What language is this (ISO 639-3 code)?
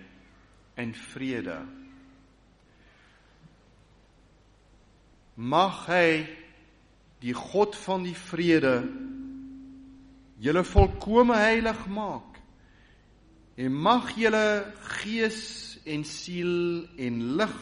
afr